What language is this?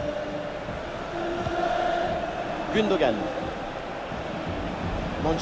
French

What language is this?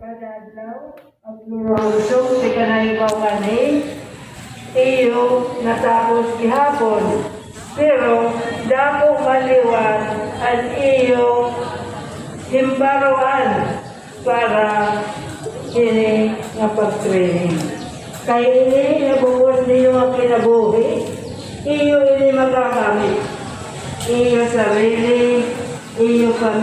Waray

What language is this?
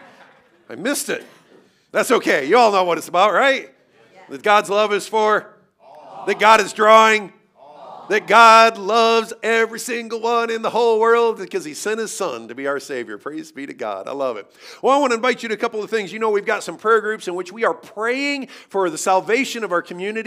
English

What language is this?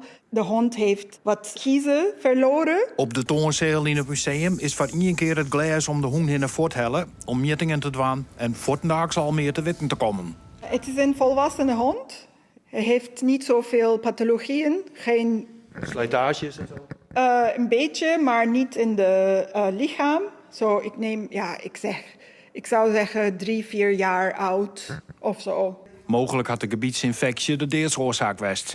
Western Frisian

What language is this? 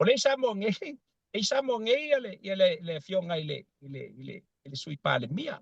Samoan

